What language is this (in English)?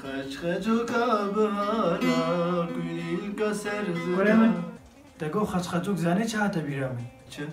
Kurdish